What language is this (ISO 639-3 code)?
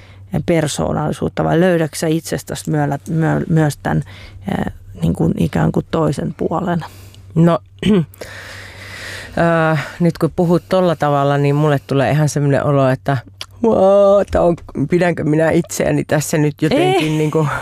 fin